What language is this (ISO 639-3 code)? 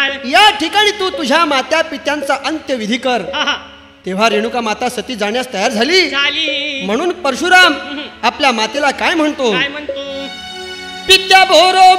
mar